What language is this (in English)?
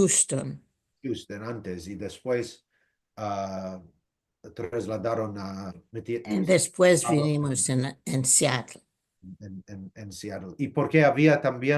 Ladino